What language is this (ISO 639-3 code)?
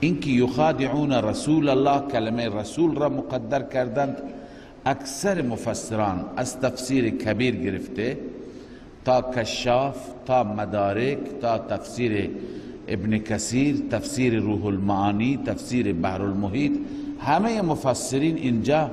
fas